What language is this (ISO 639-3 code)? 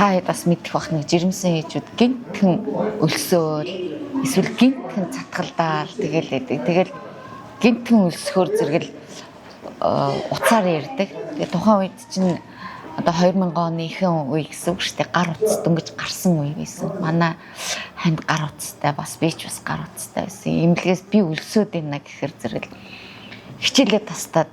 mon